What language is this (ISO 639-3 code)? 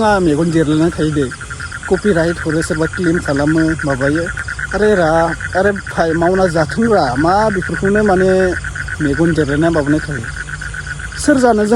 brx